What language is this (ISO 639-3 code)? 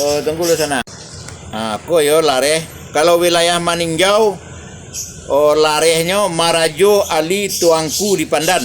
min